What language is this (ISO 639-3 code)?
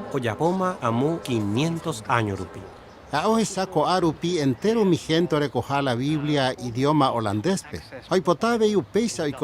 grn